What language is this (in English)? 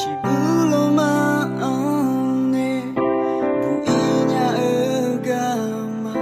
Akha